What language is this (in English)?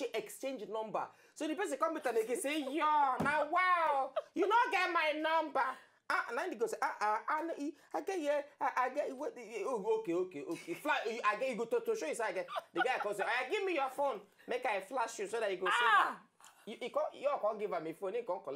Nigerian Pidgin